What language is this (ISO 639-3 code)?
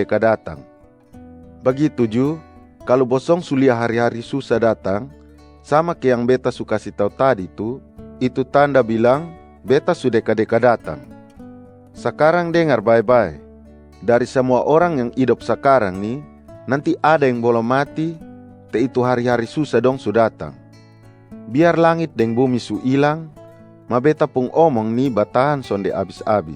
mkn